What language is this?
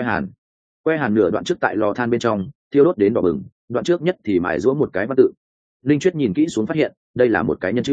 Vietnamese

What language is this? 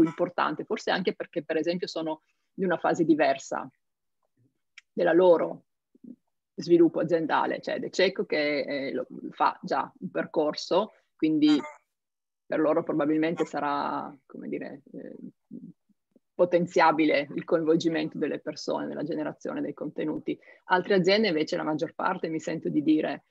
Italian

